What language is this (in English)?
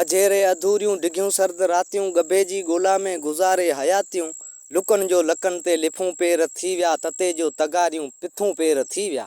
Sindhi